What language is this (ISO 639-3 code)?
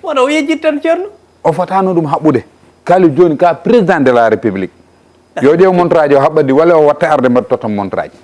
ful